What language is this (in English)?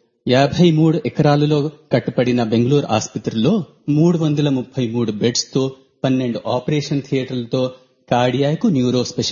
Telugu